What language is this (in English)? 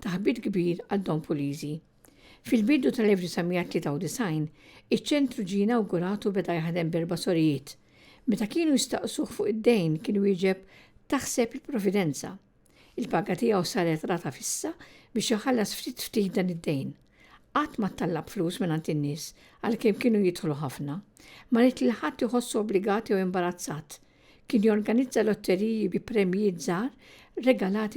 Maltese